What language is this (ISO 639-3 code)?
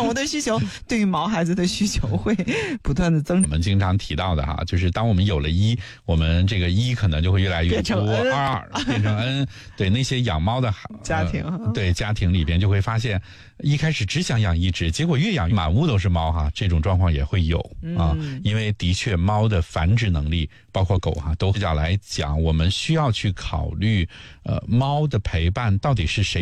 zho